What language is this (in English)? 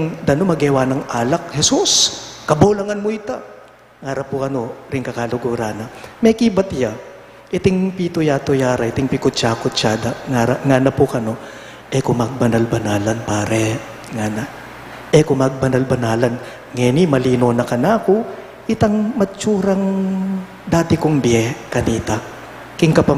Pampanga